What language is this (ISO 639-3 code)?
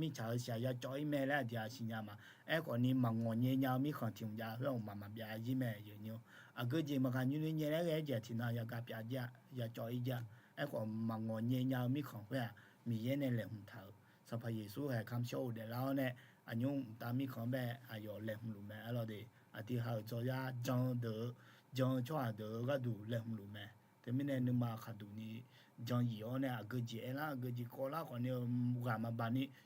ahk